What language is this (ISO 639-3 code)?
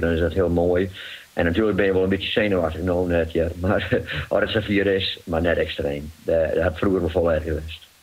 fry